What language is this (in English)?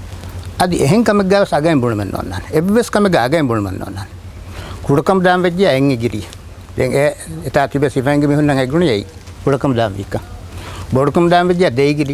Divehi